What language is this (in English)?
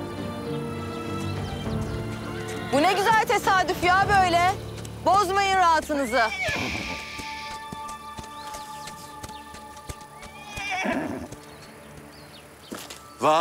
Turkish